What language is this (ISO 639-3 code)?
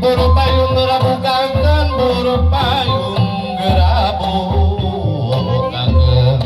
sun